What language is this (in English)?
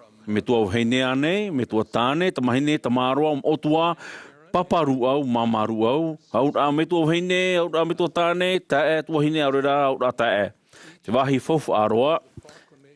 Tahitian